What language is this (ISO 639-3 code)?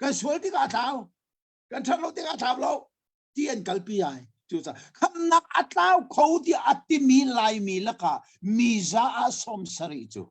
cnh